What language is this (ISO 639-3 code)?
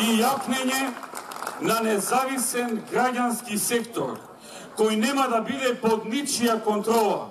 mkd